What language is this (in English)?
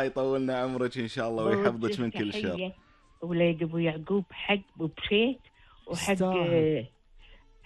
Gulf Arabic